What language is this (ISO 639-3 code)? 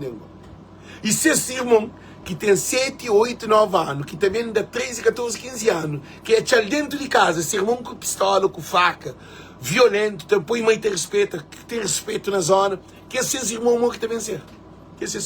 kea